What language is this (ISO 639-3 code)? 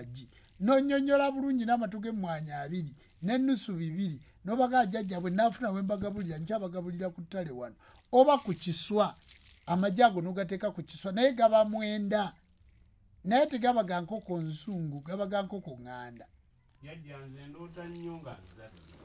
lug